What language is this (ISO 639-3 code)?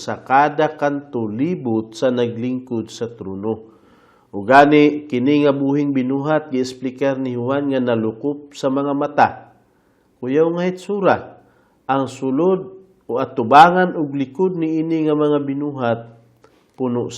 ceb